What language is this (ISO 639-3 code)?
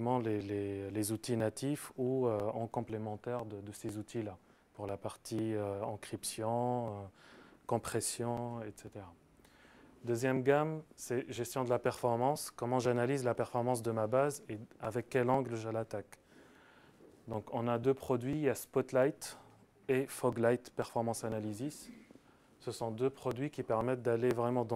fra